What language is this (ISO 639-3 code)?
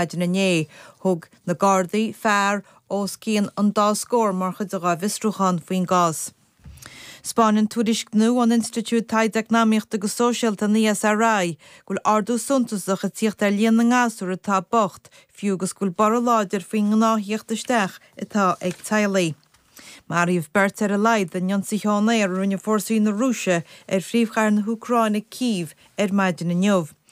gle